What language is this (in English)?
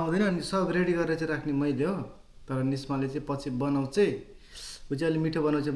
Nepali